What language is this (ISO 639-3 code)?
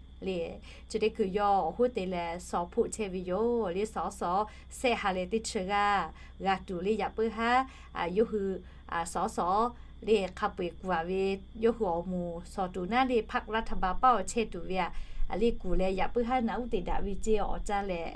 lhu